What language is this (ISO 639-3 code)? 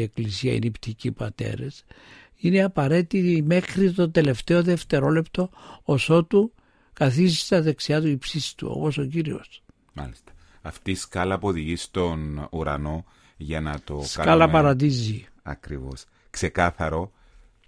ell